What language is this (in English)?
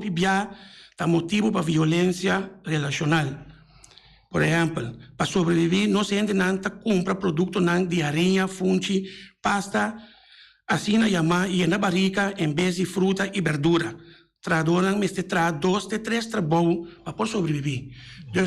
Papiamento